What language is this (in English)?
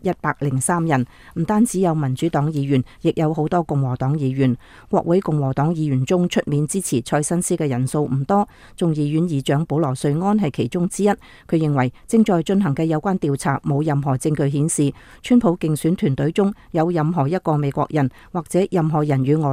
Cantonese